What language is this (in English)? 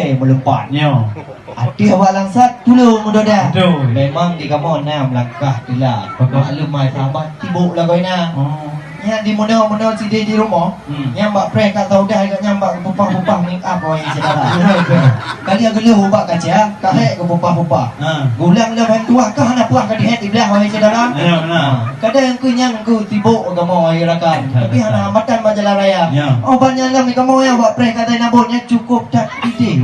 Achinese